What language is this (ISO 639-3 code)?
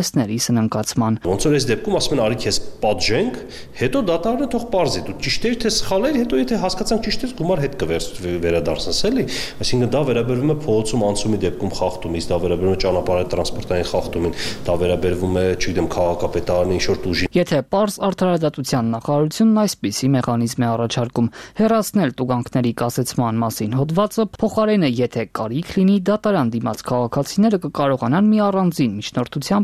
hye